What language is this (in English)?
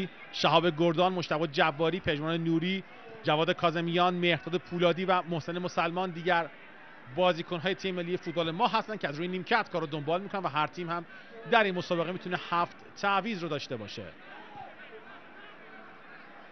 Persian